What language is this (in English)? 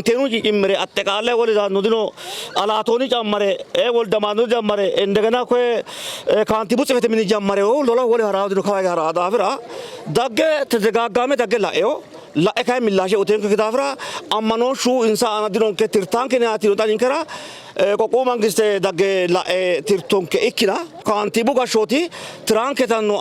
Sidamo